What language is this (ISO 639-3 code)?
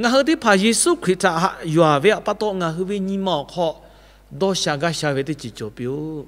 lhu